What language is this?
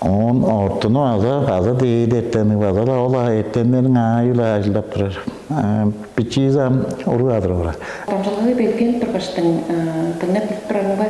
Tuvinian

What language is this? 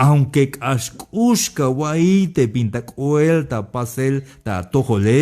Tzeltal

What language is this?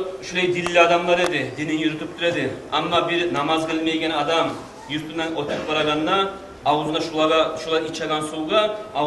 Kumyk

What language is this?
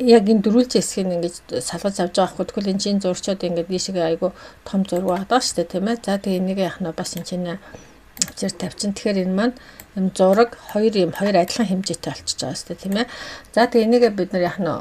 Mongolian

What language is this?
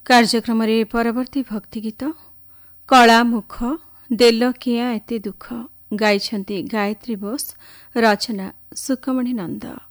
Odia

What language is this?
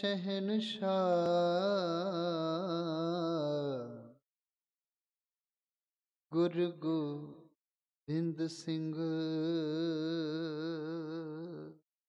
Punjabi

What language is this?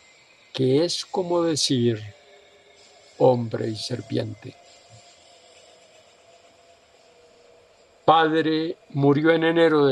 Spanish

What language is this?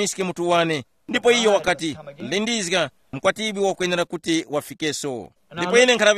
Tumbuka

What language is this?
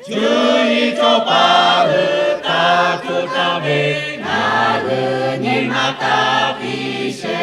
Lahu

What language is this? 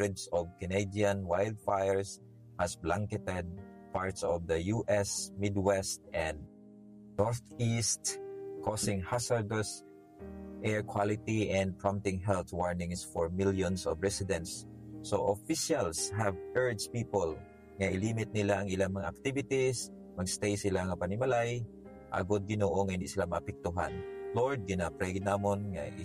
Hiligaynon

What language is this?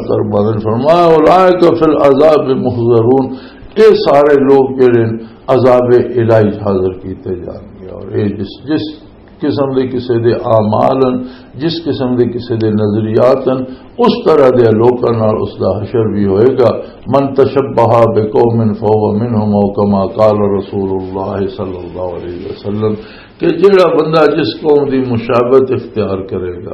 Western Panjabi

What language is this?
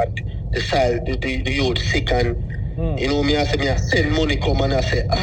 Jamaican Creole English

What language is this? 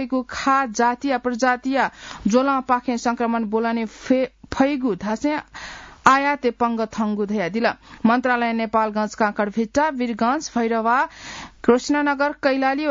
Newari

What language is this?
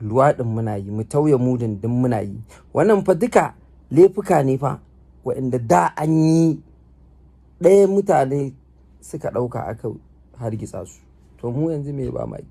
Hausa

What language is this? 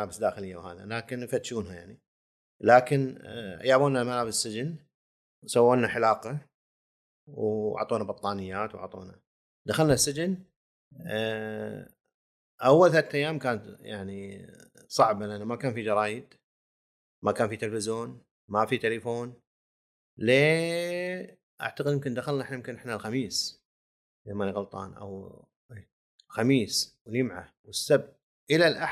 Gulf Arabic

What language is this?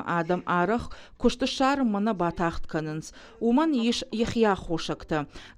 Ossetic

